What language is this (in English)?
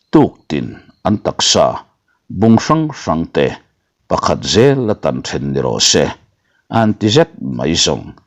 Mizo